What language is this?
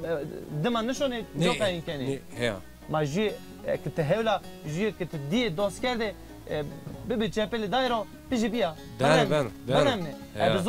Zaza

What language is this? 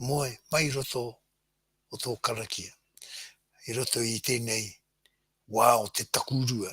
Māori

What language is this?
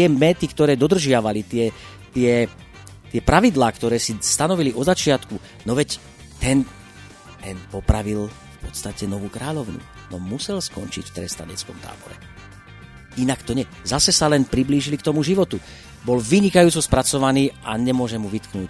Slovak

